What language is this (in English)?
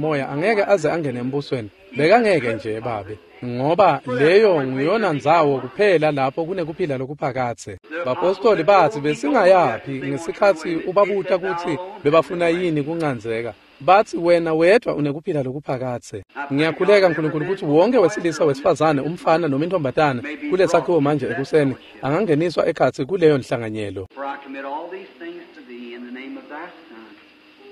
Swati